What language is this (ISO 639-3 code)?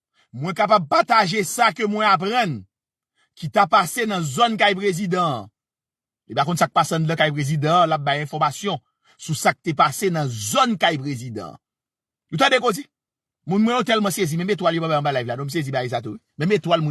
hat